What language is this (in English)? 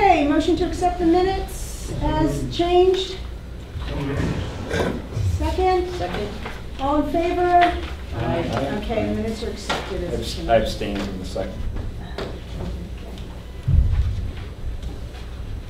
English